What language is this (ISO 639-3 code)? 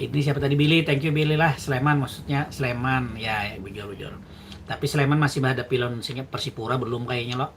bjn